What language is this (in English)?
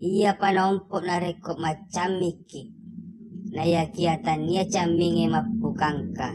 Buginese